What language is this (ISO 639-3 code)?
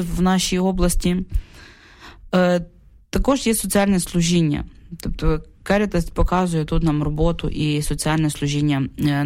ukr